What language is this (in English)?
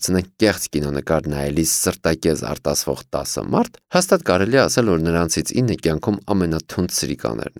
Armenian